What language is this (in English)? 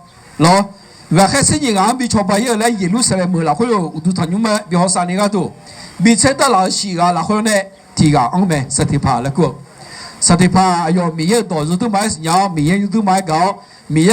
Akha